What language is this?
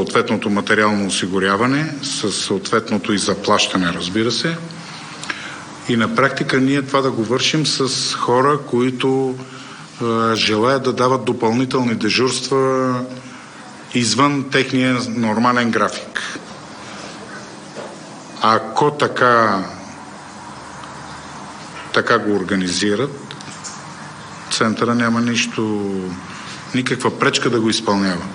Bulgarian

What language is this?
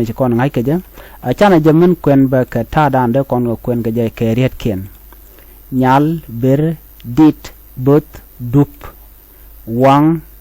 Nuer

